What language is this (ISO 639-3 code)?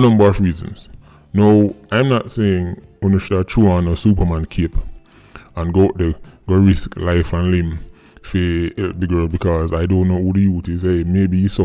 jam